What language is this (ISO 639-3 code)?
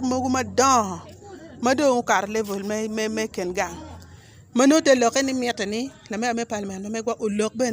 ach